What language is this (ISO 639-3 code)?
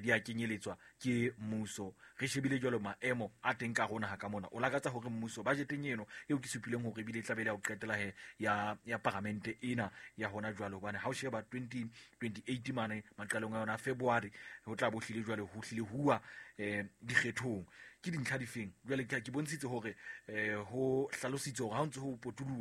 sot